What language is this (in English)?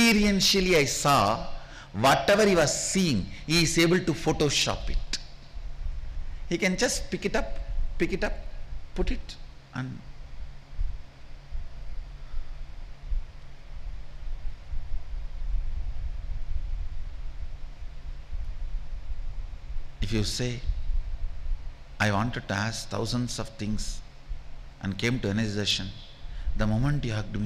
English